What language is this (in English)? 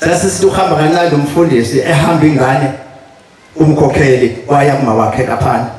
Zulu